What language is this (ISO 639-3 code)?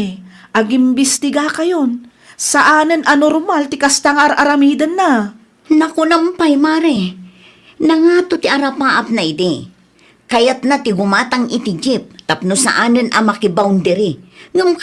ilo